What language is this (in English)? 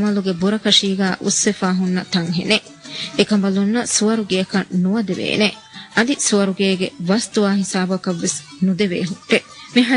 Divehi